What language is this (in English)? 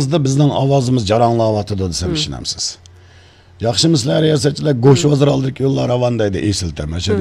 Uyghur